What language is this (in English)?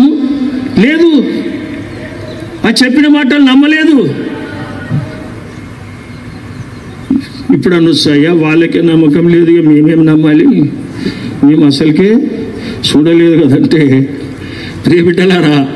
Telugu